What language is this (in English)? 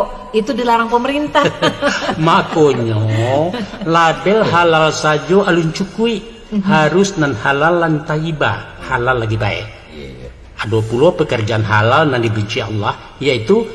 Minangkabau